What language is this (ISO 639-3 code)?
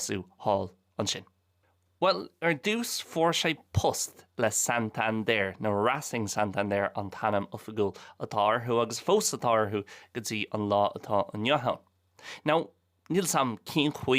gle